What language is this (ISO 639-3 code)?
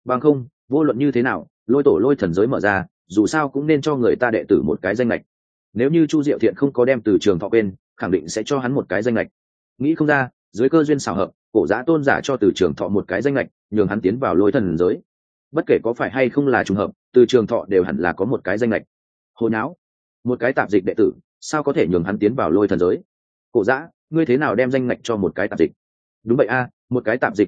vie